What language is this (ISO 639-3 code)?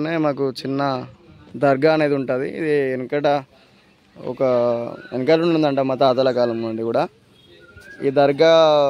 tel